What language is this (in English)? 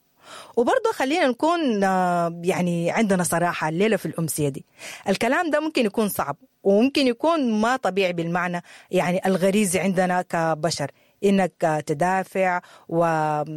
Sudanese Arabic